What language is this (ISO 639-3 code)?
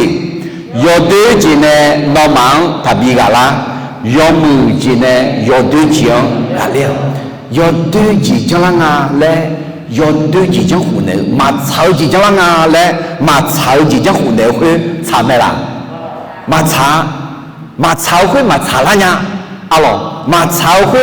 ahk